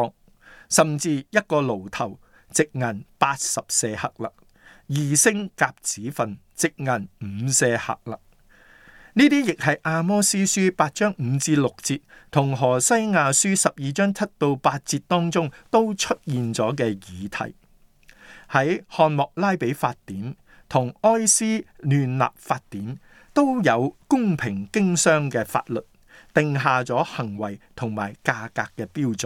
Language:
Cantonese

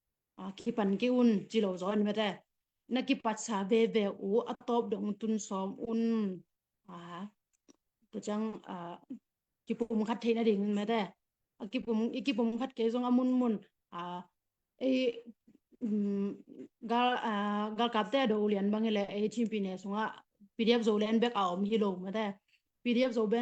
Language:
Tedim Chin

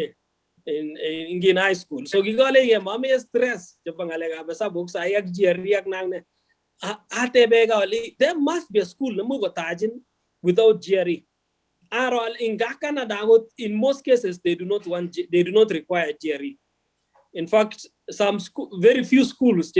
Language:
Kalenjin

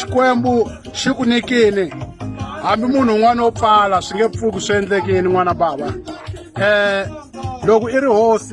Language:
Tsonga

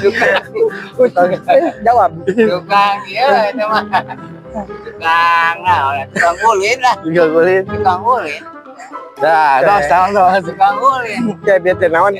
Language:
Sundanese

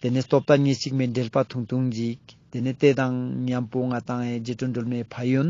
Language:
Ladakhi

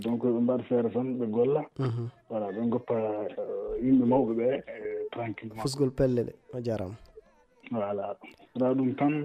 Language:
Fula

